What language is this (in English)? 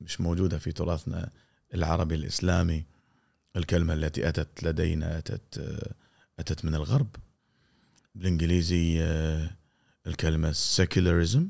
Gulf Arabic